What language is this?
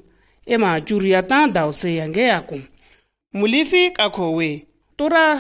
Shua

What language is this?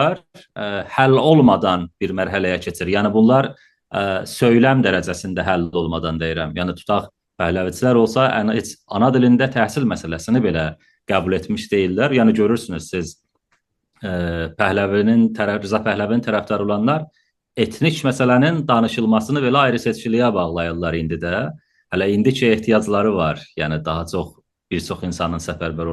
South Azerbaijani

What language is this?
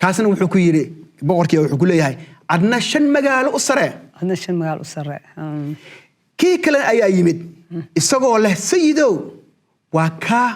Somali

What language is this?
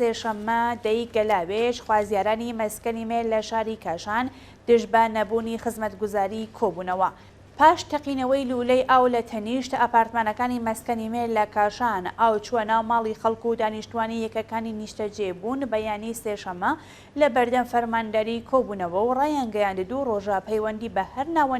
Central Kurdish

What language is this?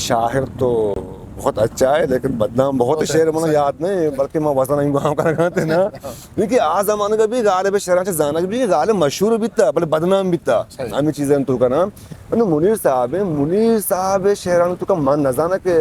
Eastern Balochi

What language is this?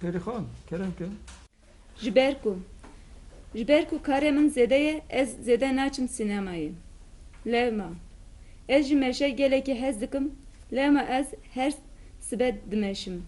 Kurdish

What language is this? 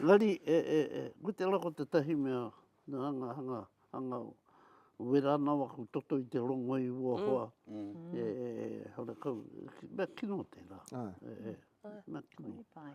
Māori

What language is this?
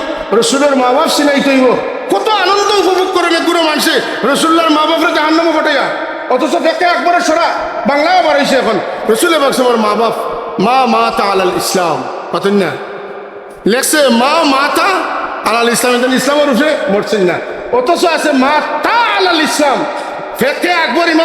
Sylheti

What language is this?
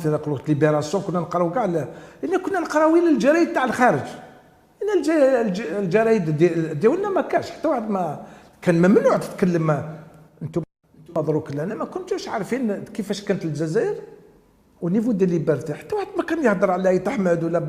Algerian Arabic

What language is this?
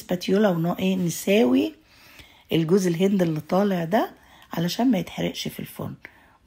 Egyptian Arabic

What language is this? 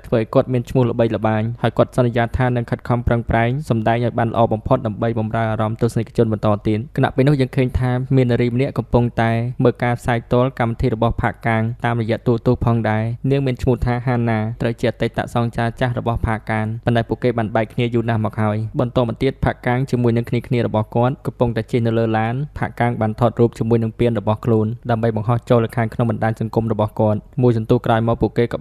Khmer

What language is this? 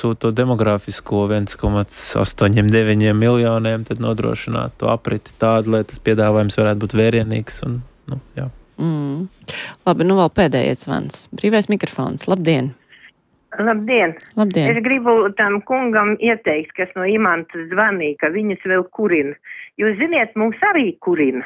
Latvian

